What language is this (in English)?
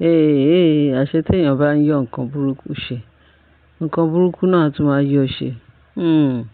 Yoruba